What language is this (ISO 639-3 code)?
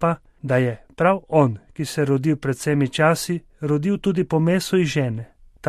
slv